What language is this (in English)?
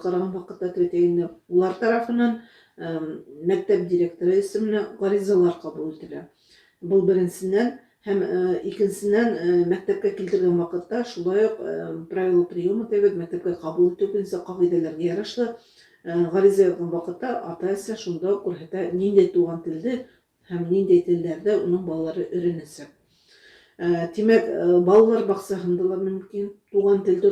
Bashkir